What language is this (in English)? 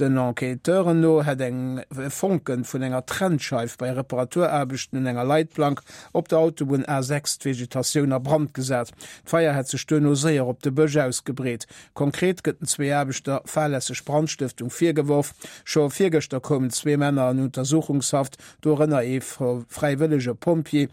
Luxembourgish